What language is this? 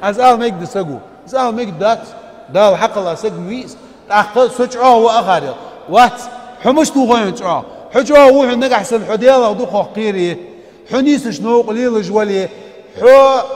Ingush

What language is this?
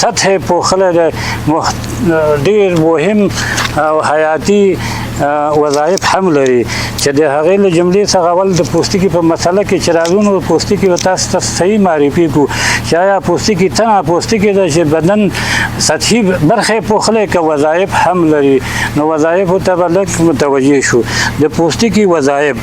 Pashto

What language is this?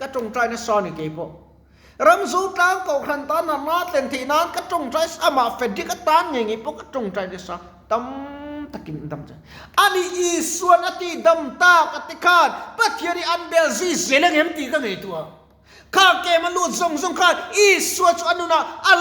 Mizo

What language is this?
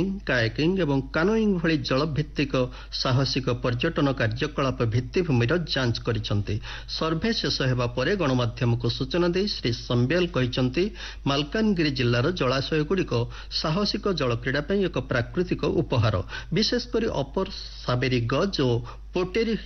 Odia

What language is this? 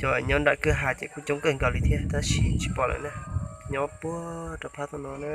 Hmong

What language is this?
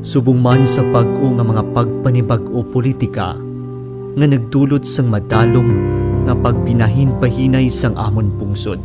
Hiligaynon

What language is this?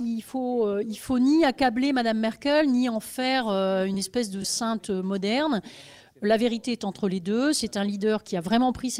French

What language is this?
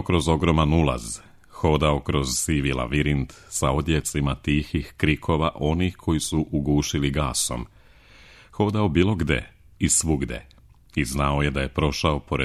Serbian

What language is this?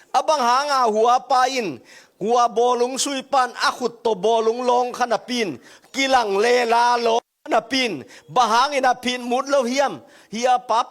Tedim Chin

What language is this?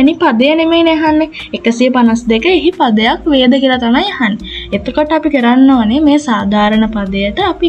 Sinhala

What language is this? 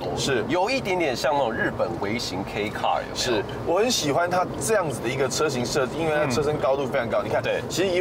Chinese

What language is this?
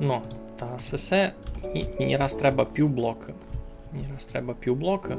Rusyn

